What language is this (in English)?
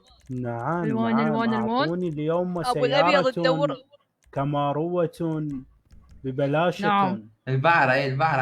Mesopotamian Arabic